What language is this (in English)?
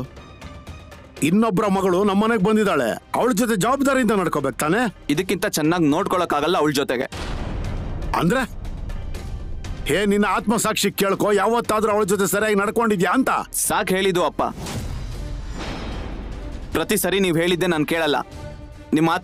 Kannada